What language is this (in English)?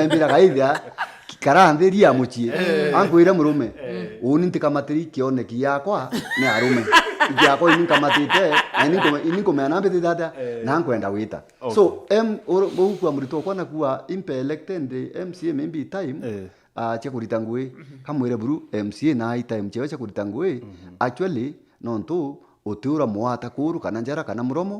Meru